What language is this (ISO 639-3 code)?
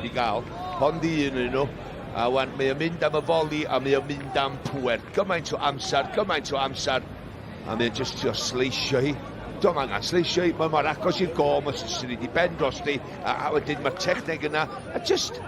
cym